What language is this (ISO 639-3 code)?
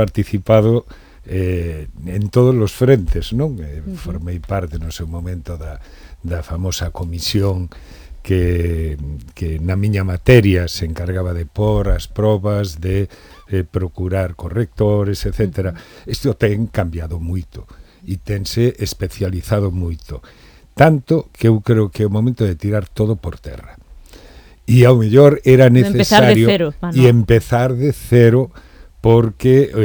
glg